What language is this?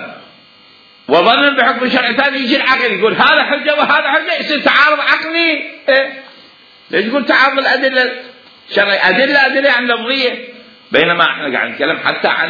Mesopotamian Arabic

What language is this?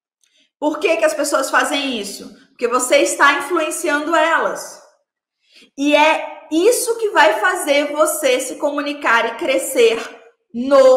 Portuguese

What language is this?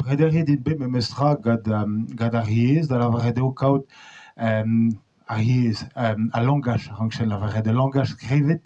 Breton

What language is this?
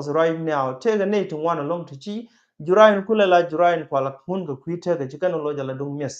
Nuer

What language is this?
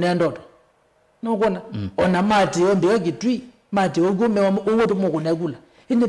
Kamba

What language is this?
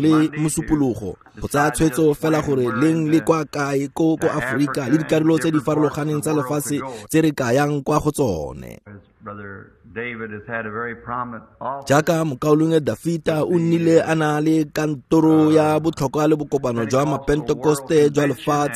Tswana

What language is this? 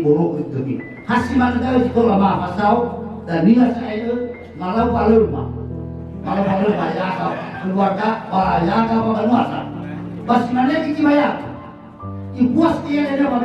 Nias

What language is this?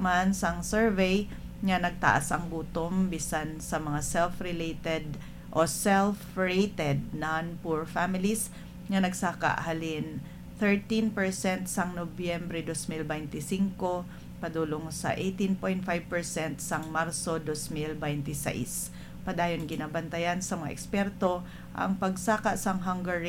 Hiligaynon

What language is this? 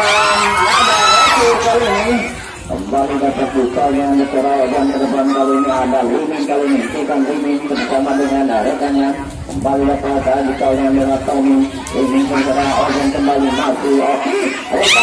Indonesian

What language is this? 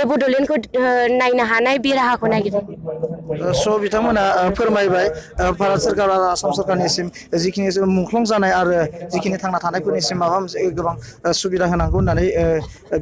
Bodo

